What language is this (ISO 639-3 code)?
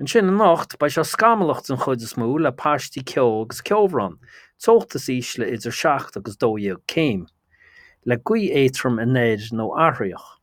gle